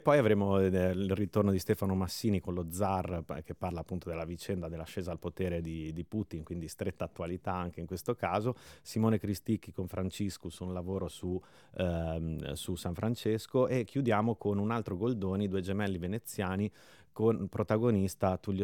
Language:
Italian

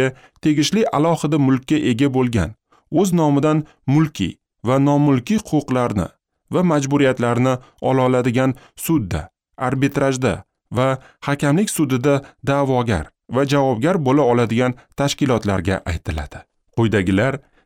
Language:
Uzbek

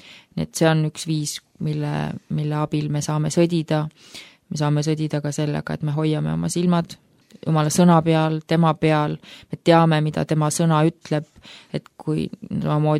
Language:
Estonian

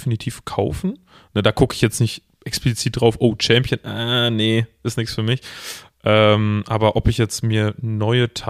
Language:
German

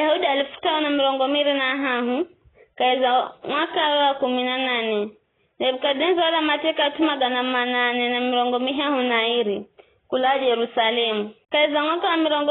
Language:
Giryama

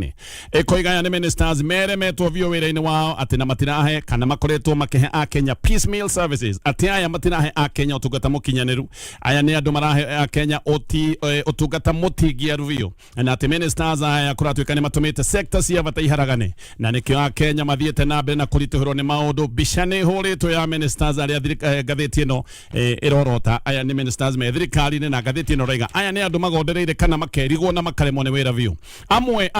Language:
Kikuyu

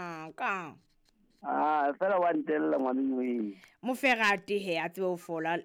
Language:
Southern Sotho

